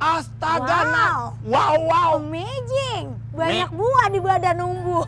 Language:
Betawi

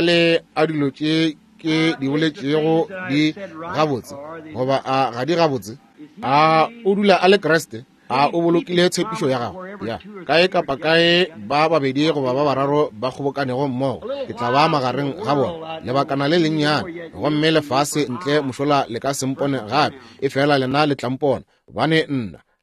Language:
Northern Sotho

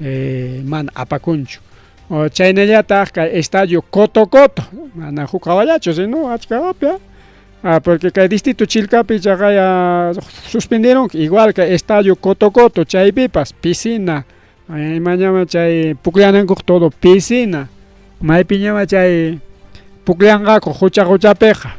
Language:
Ayacucho Quechua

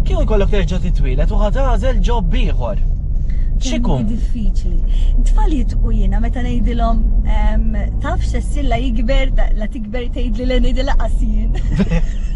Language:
Maltese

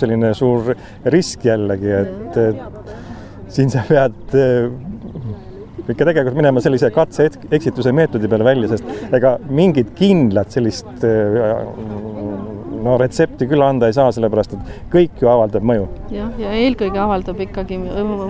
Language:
Estonian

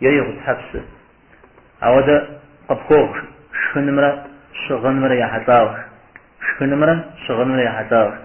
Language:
Kabardian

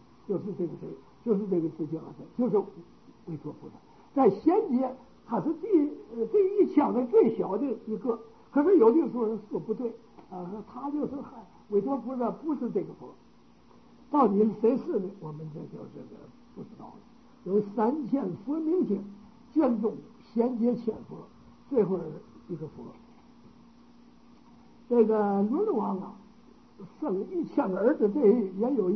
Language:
Chinese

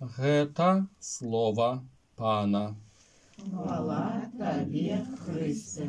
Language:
Belarusian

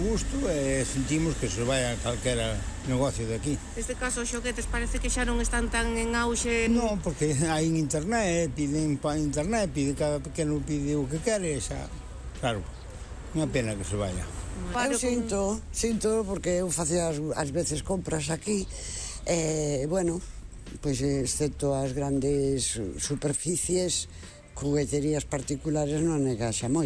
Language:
Galician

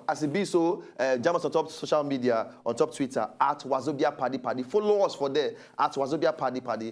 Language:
Nigerian Pidgin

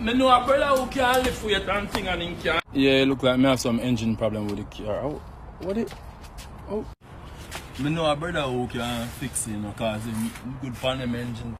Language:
Jamaican Creole English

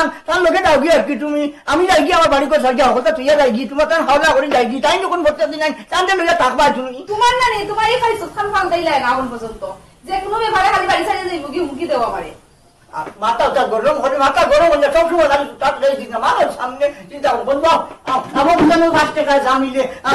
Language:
Sylheti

